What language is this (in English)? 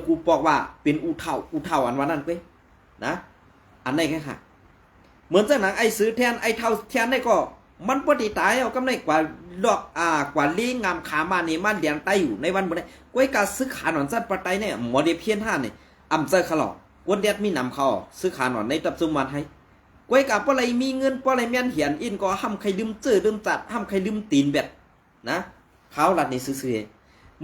Shan